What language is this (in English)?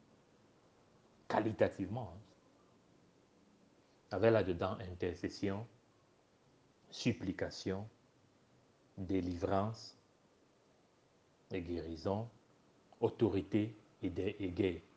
French